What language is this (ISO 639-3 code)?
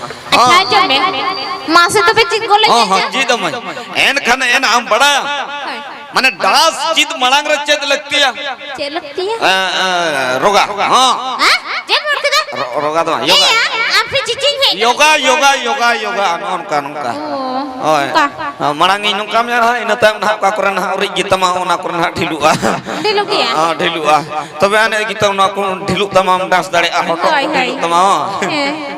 sat